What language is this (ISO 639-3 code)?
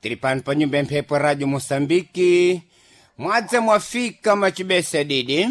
seh